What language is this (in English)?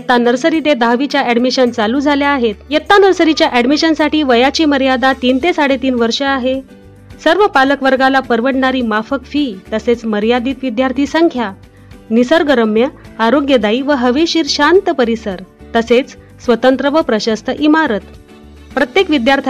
Marathi